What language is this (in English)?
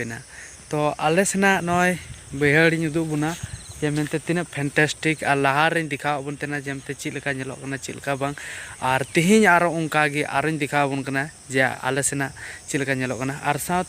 Santali